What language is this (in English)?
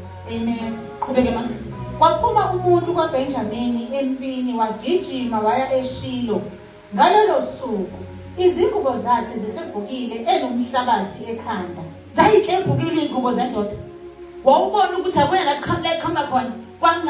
Zulu